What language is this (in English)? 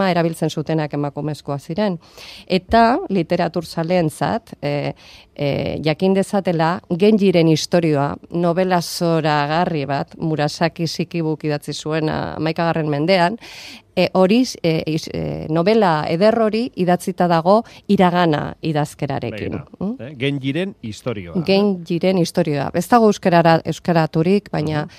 Basque